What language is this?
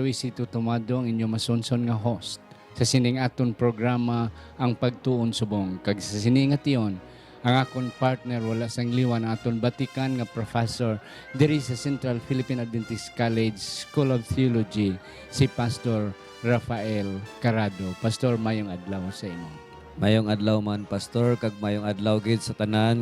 Hiligaynon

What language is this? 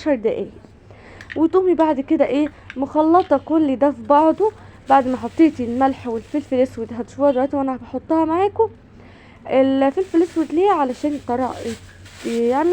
Egyptian Arabic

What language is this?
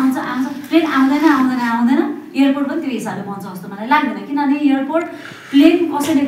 Nepali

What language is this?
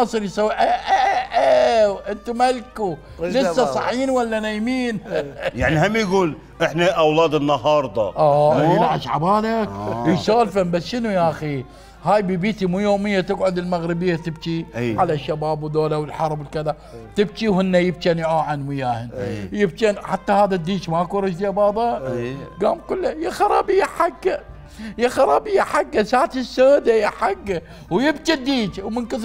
Mesopotamian Arabic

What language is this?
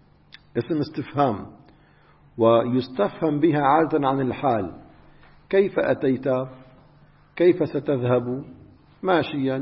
Arabic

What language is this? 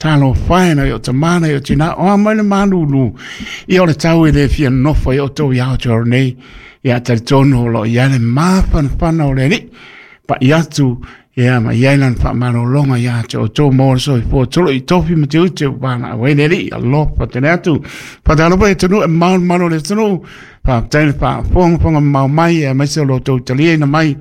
Samoan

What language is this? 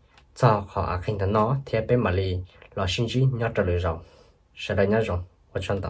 Hmong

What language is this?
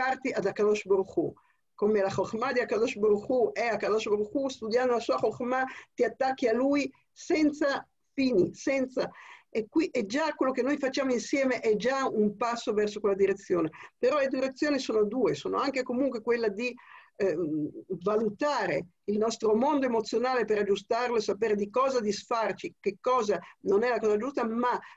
Italian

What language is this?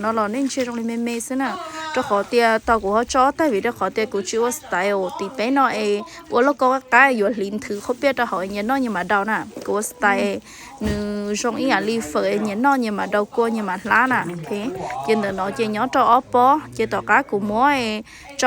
Hmong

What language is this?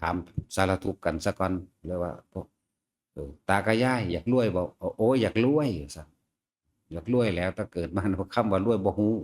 Northeastern Thai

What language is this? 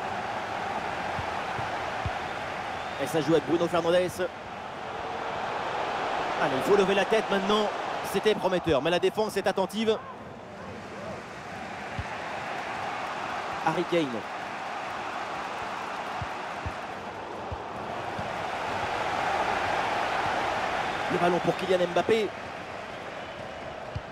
French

